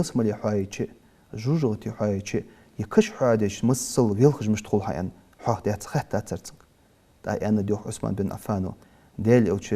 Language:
Ingush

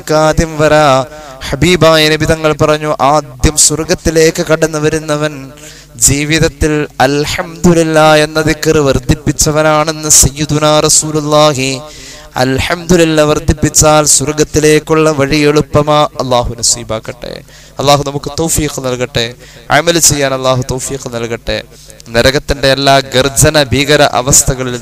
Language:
Malayalam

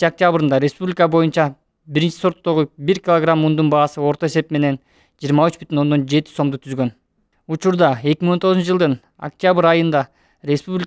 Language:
Kyrgyz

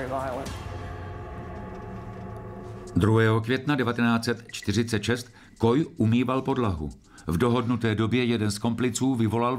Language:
Czech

